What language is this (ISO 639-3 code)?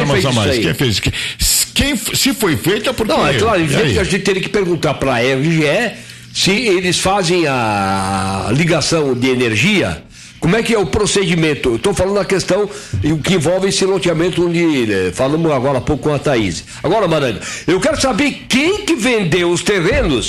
por